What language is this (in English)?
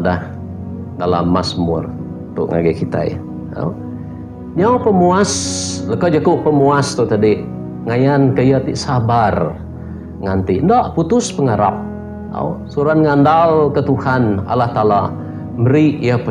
Iban